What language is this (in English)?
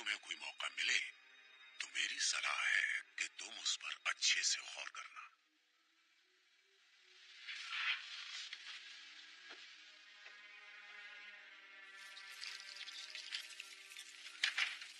Hindi